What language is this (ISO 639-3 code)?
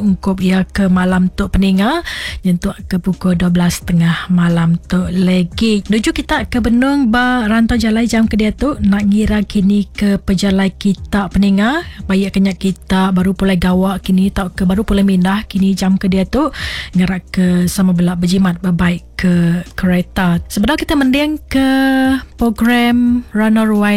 iba